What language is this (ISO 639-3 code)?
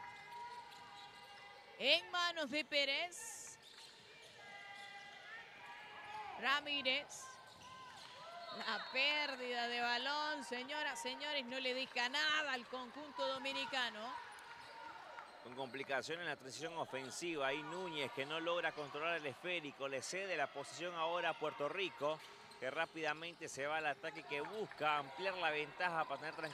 spa